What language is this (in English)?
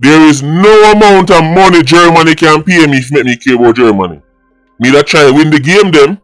Jamaican Creole English